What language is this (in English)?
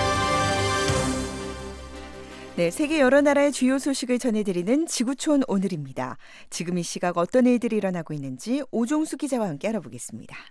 Korean